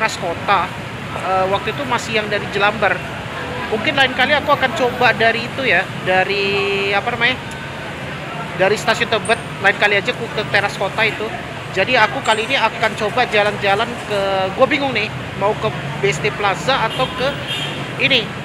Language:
Indonesian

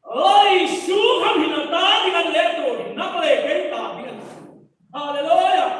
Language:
Hmar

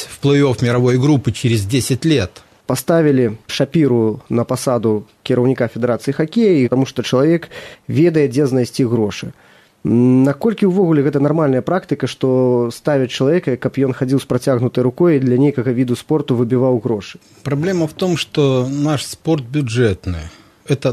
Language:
Belarusian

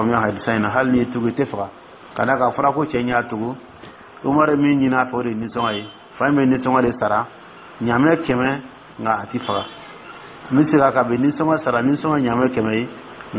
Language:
Dyula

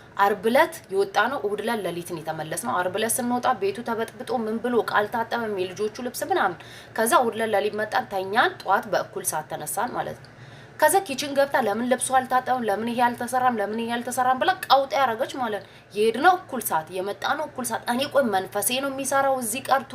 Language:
Amharic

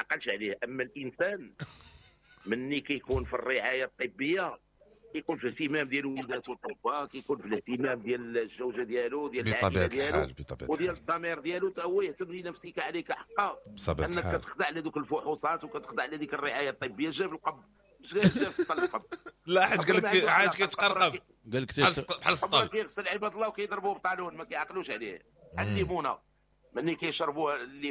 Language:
Moroccan Arabic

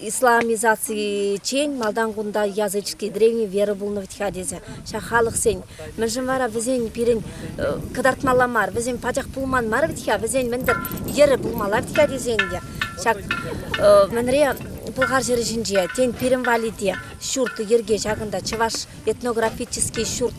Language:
Chuvash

